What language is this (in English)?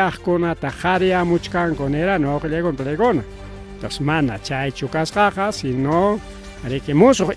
Ayacucho Quechua